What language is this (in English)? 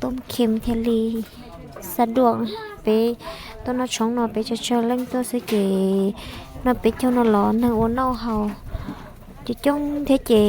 Hmong